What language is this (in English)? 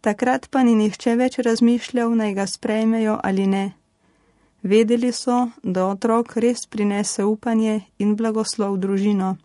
Slovenian